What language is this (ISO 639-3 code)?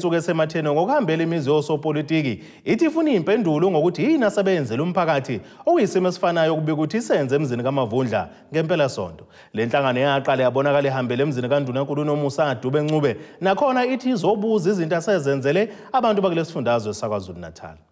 zul